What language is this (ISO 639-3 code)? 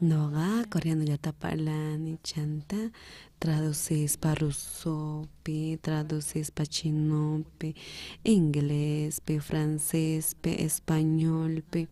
quh